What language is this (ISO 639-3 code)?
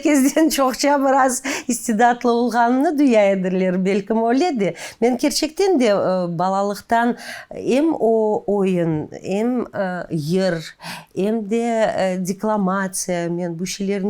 crh